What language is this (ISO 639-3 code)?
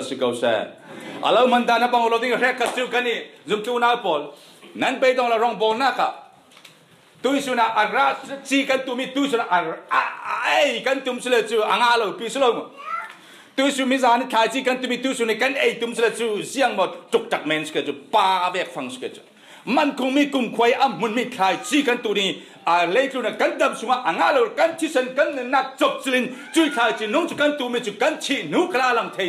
cfm